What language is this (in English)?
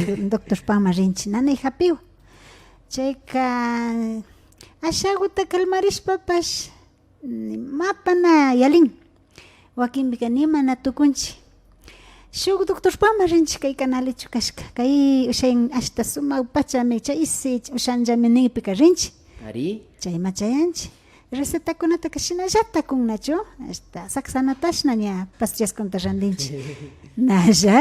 Imbabura Highland Quichua